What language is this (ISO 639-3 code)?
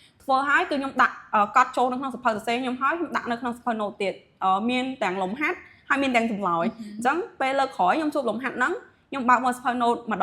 khm